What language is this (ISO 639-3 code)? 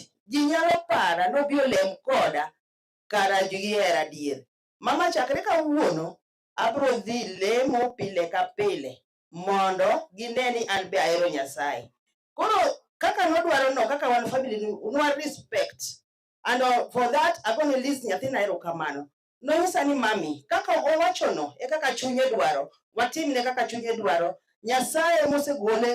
luo